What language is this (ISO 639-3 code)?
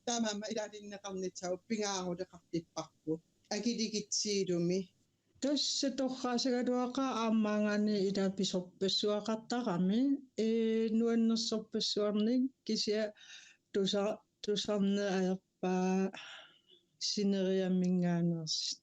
kal